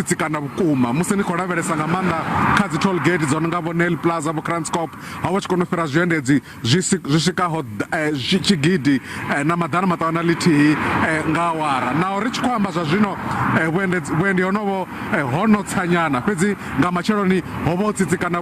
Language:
Venda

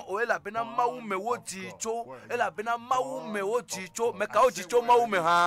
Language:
Ewe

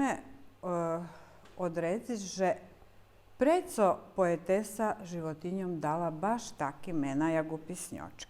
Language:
Rusyn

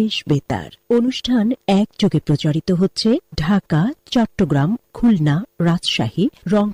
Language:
Bangla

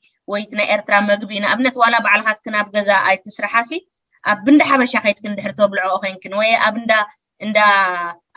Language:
Tigrinya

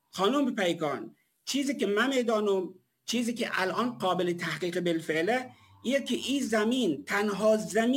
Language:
Persian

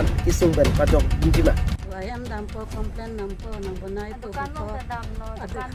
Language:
Karbi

